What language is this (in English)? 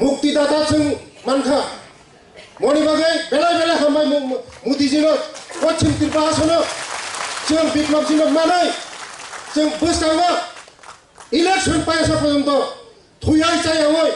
Kok Borok